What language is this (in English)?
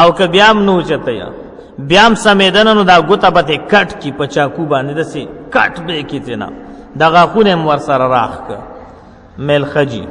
Pashto